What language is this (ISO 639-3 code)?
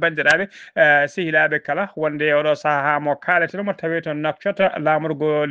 ful